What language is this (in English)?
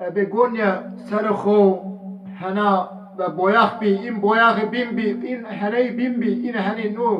Zaza